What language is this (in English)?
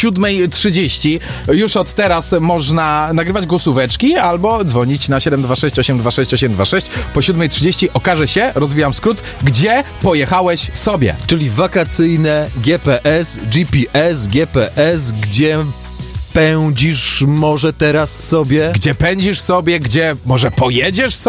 Polish